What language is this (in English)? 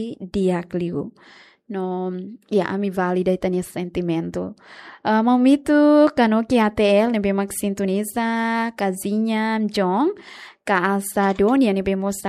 Tetum